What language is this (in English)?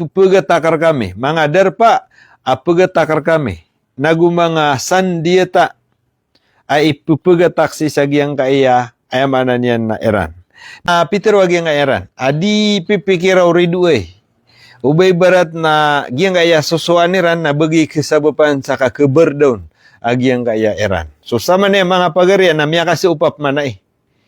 Maranao